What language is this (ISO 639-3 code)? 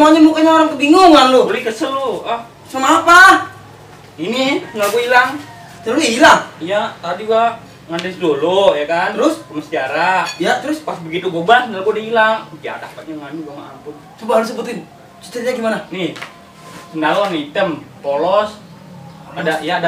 bew